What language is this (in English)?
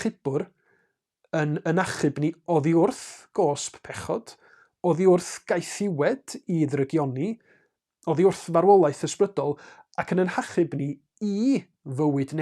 Welsh